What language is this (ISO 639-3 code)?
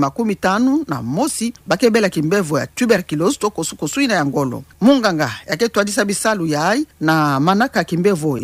ktu